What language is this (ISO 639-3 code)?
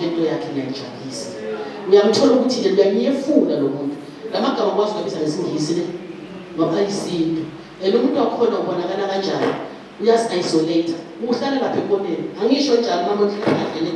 zul